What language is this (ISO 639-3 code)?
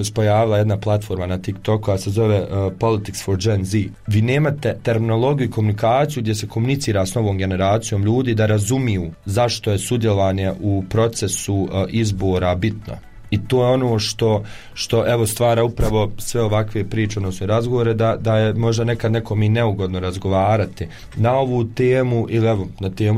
hrv